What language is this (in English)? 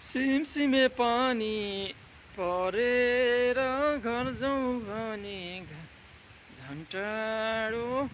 Nepali